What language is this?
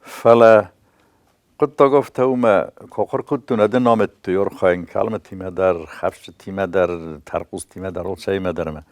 Ossetic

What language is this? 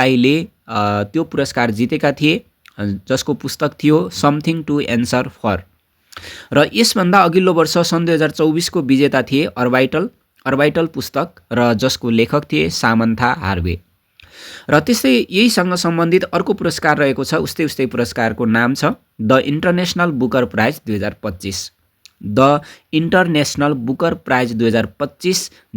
Nepali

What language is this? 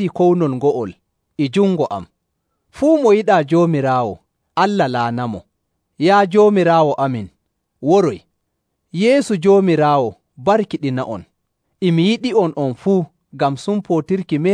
Nigerian Fulfulde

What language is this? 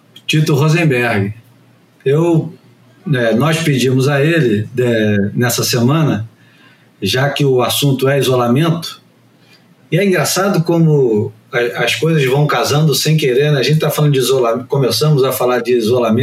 Portuguese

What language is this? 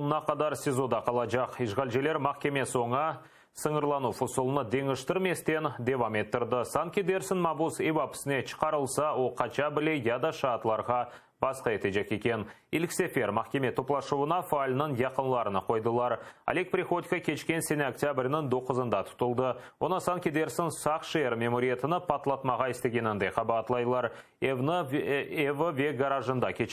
Crimean Tatar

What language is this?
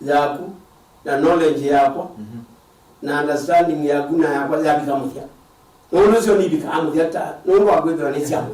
Kamba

